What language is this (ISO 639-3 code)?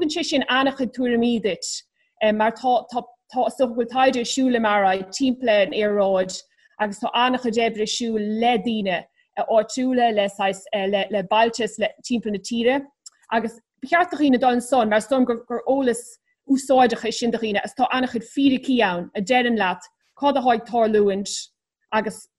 gle